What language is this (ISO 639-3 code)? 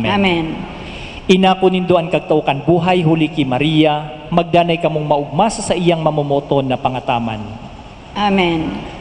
bik